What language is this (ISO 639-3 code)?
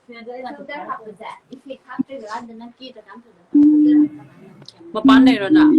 mni